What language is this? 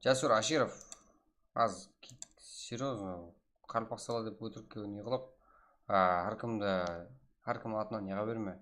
Kara-Kalpak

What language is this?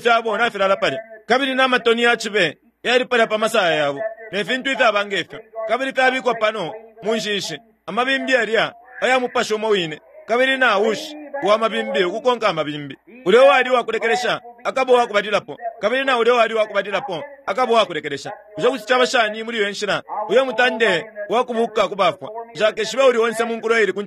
Bemba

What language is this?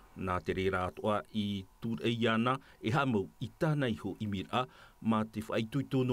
Tahitian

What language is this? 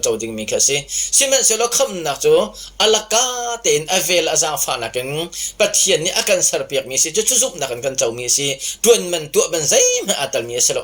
Hakha Chin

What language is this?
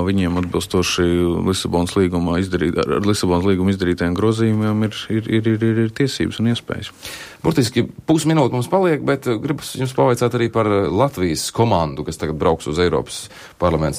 Latvian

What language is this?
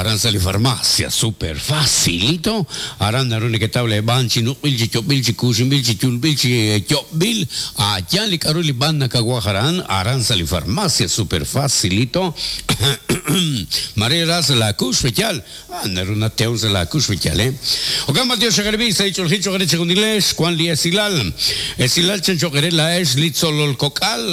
Kekchí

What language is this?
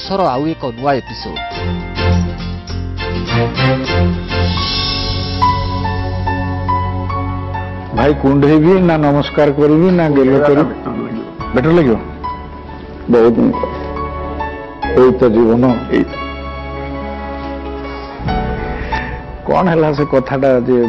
Odia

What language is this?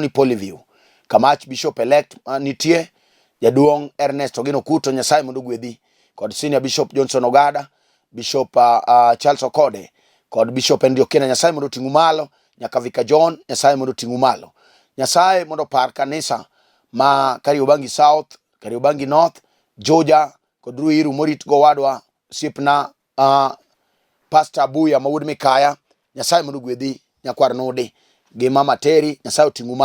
Luo (Kenya and Tanzania)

